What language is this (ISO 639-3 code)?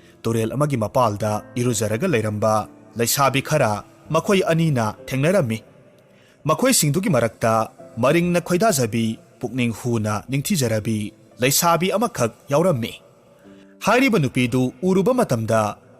mni